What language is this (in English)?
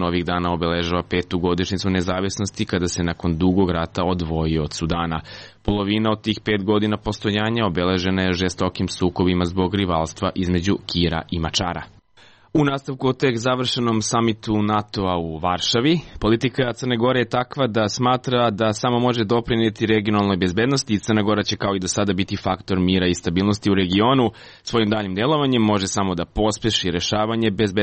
Serbian